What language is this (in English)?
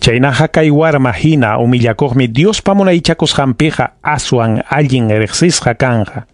Ayacucho Quechua